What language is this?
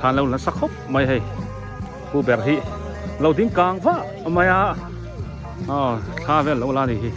Biete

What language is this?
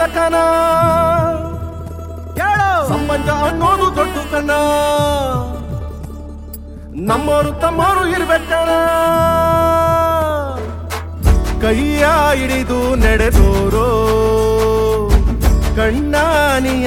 Kannada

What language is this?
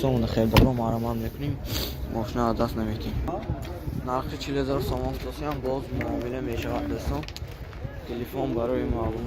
Tajik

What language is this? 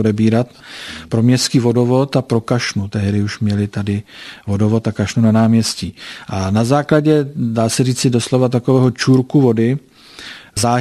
Czech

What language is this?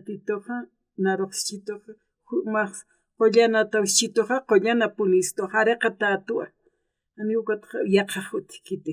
Aymara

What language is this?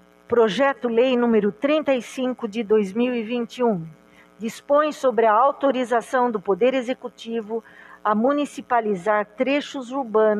Portuguese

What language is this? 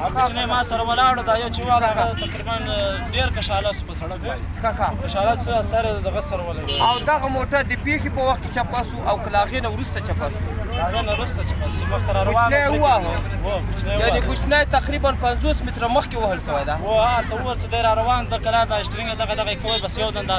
Pashto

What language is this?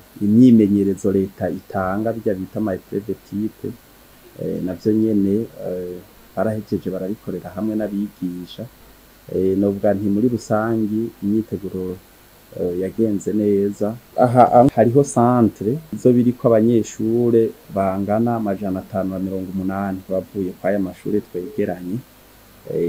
Rundi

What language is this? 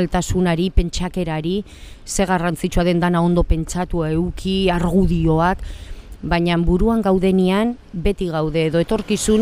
Basque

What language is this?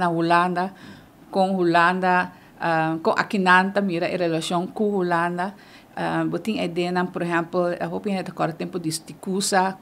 Papiamento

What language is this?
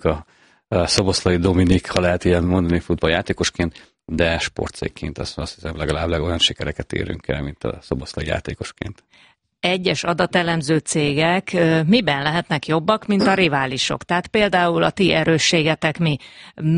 Hungarian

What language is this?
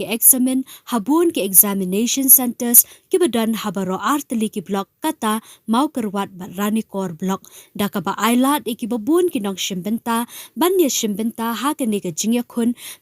Khasi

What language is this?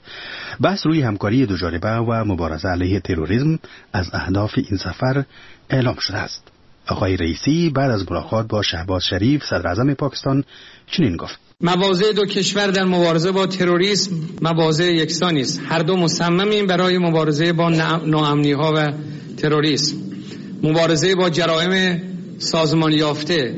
Persian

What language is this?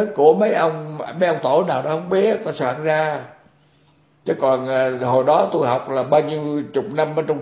Vietnamese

